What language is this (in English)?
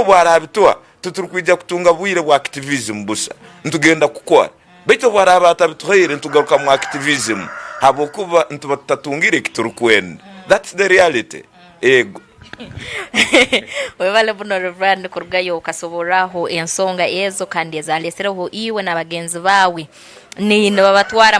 Tooro